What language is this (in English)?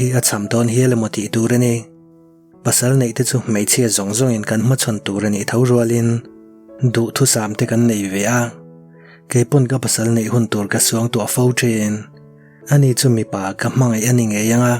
Mizo